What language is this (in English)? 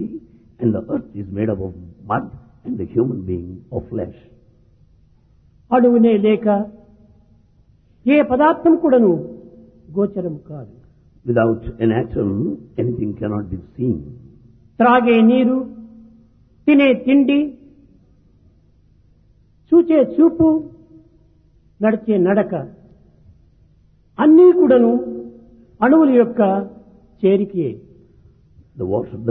Telugu